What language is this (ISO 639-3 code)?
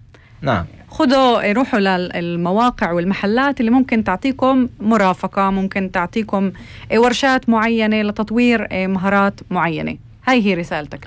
apc